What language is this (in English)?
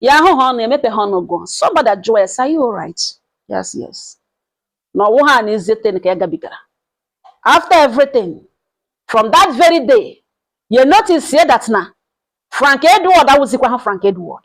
Igbo